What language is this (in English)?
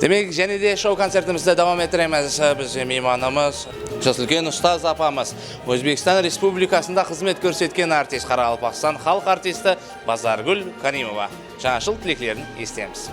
Kara-Kalpak